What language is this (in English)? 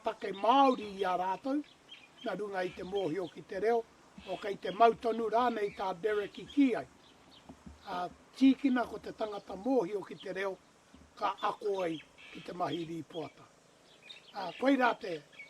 Māori